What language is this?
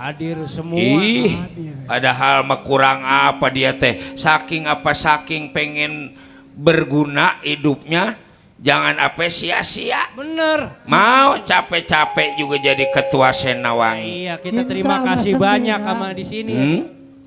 Betawi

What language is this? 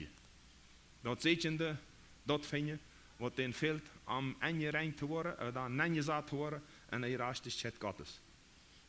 Plautdietsch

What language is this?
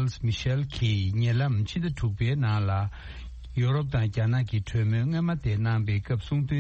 Tibetan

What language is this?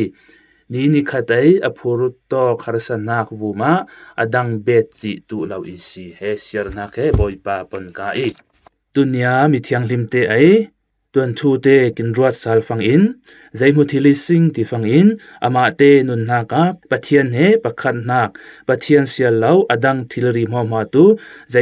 Falam Chin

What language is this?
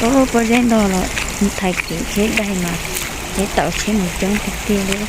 Hmong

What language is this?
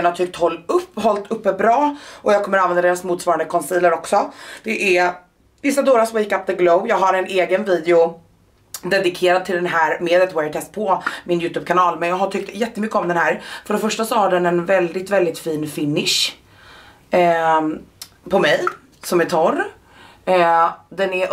Swedish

